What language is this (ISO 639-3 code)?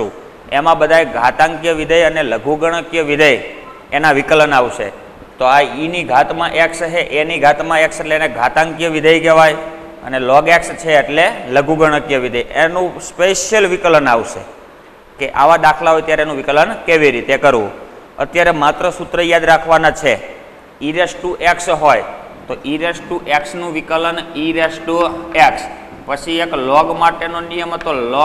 guj